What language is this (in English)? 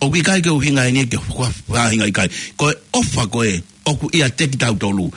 Tongan